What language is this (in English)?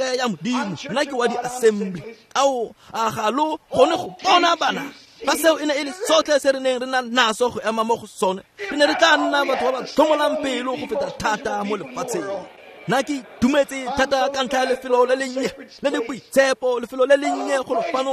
Tswana